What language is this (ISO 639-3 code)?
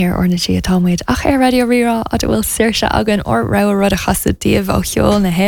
gle